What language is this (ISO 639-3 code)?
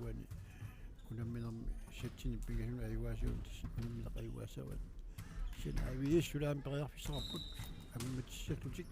kal